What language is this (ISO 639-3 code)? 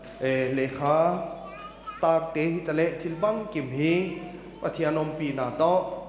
pck